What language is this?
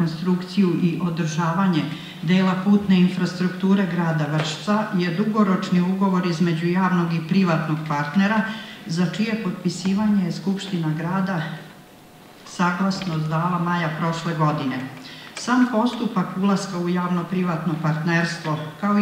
Serbian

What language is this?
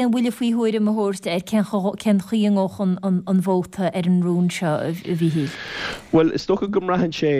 Irish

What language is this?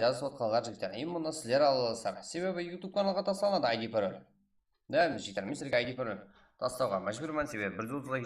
Kara-Kalpak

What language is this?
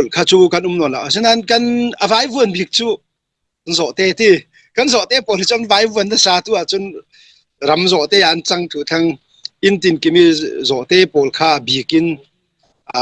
Falam Chin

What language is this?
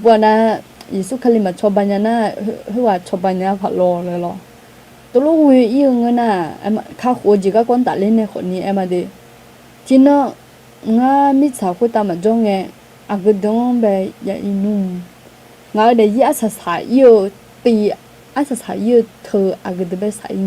Akha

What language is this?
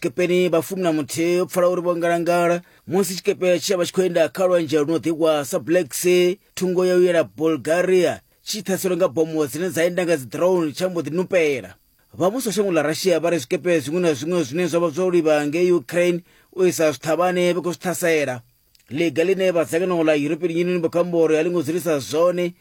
Venda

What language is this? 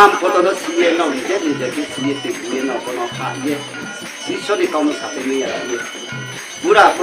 Riang (India)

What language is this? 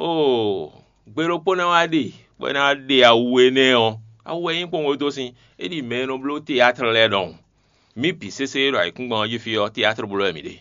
Fon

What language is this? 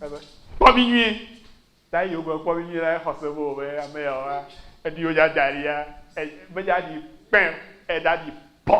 Ewe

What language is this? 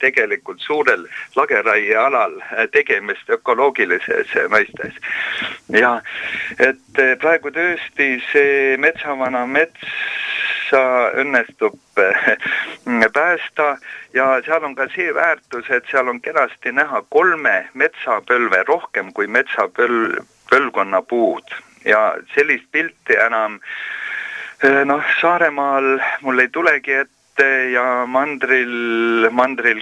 Estonian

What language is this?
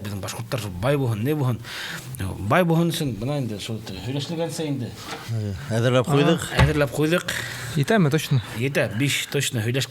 Bashkir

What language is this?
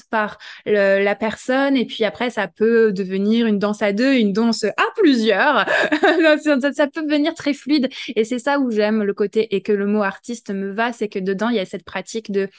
French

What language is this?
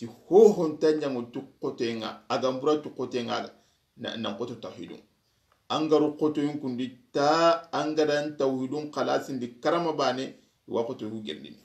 Soninke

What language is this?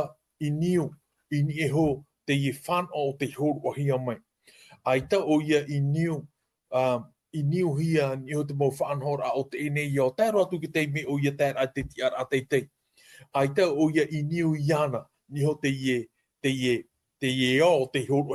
Tahitian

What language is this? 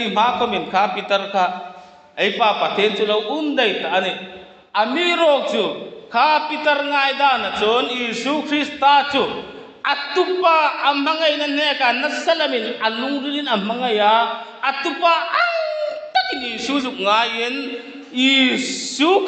Hmar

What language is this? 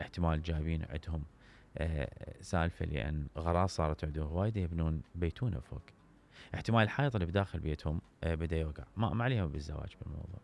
Mesopotamian Arabic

